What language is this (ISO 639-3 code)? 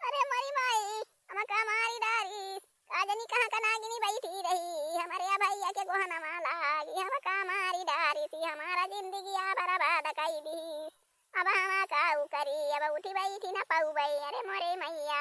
awa